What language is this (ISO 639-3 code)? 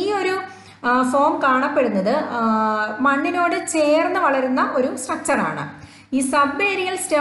mal